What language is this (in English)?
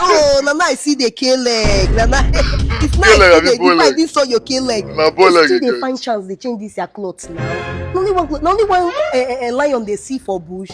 Nigerian Pidgin